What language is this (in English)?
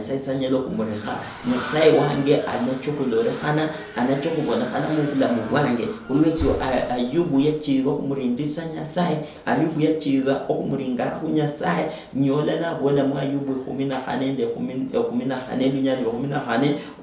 Luyia